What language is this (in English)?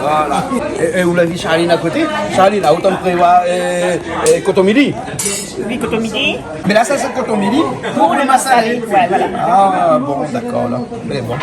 Réunion Creole French